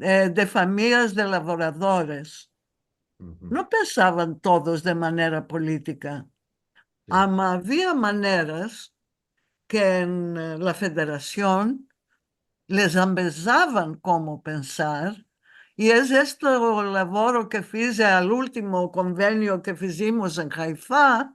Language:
Ladino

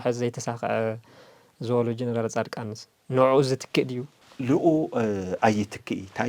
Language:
Tigrinya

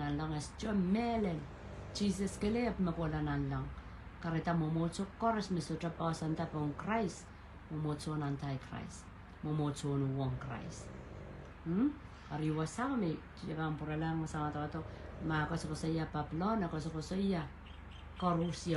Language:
Pohnpeian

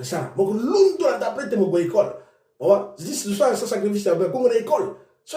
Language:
Sango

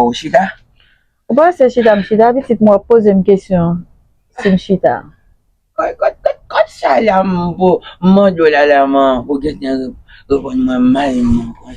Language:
Haitian Creole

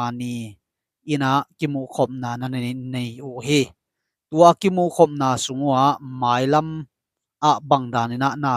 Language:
Tedim Chin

